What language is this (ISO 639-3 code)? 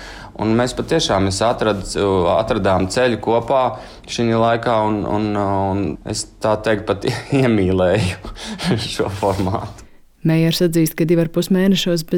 lav